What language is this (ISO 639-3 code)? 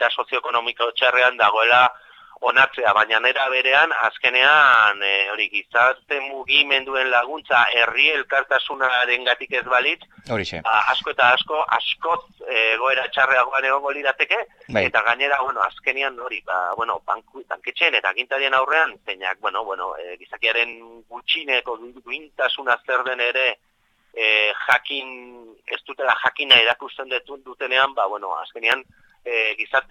eus